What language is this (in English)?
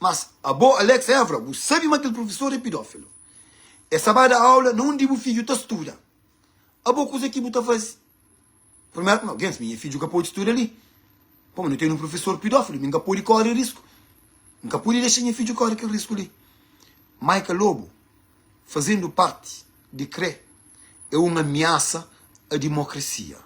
Kabuverdianu